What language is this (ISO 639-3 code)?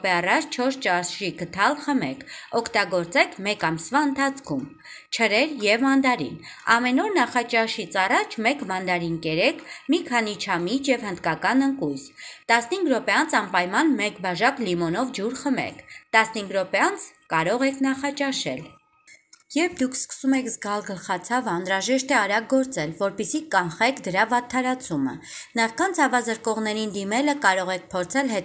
hye